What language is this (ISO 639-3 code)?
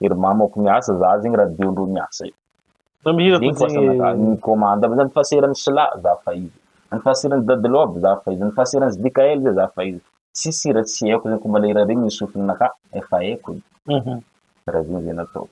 mlg